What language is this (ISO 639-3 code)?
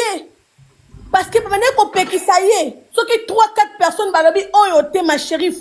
lin